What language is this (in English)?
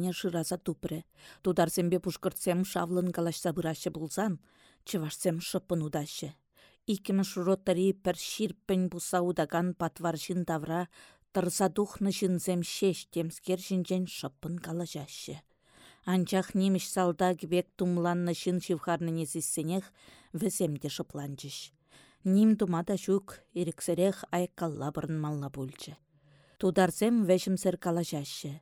Chuvash